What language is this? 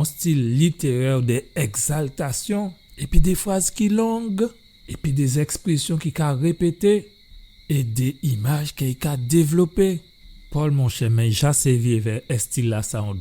Guadeloupean Creole French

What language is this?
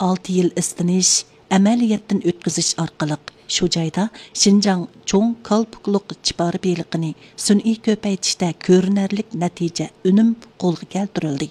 Uyghur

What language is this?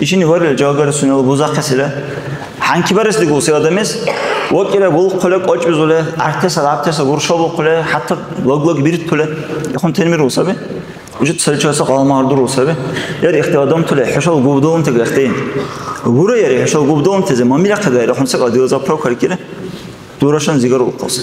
Dargwa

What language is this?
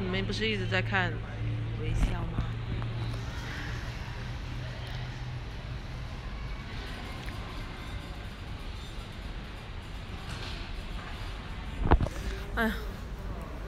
Chinese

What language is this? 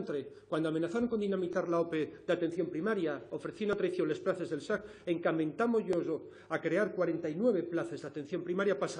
Asturian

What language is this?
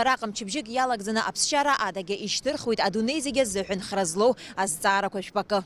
Abkhazian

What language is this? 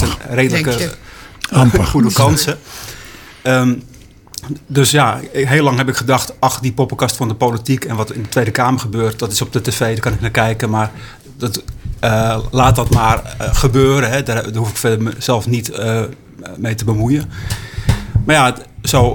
Dutch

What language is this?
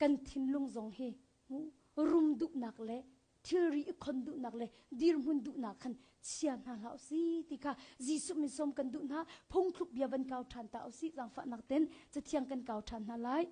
Hakha Chin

